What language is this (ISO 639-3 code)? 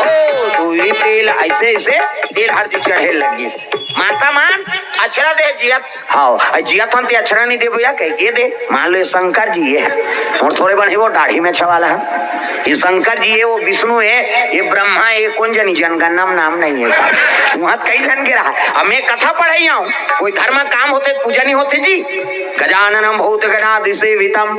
hne